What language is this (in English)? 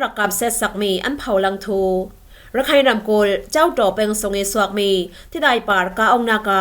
Falam Chin